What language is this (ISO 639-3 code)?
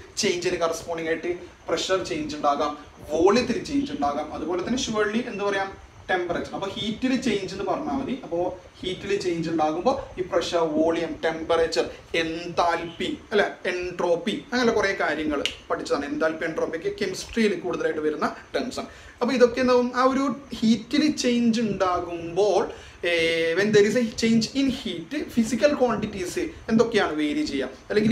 mal